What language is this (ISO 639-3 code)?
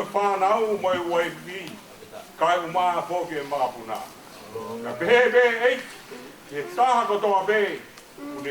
ton